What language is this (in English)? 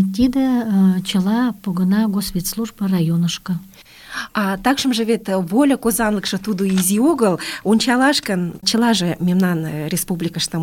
Mari